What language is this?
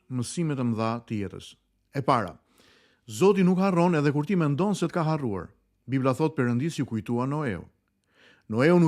Albanian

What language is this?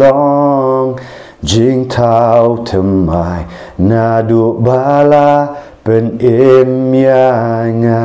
Khasi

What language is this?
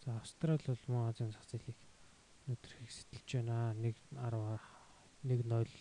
Mongolian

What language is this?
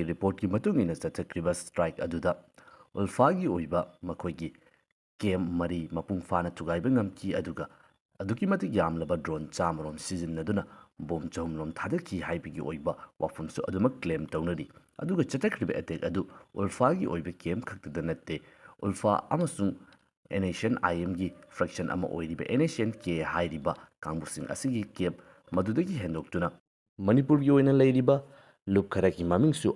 Manipuri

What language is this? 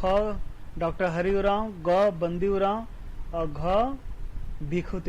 Kurukh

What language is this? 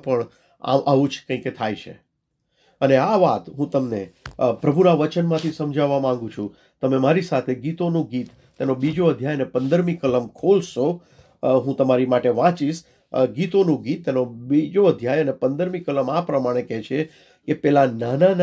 Gujarati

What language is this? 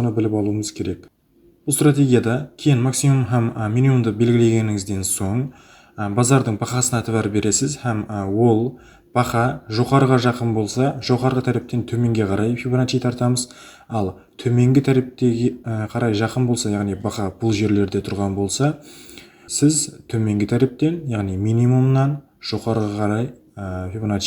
Kara-Kalpak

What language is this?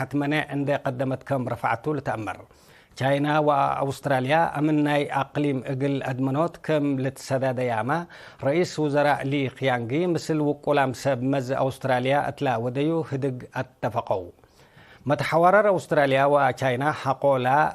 Tigre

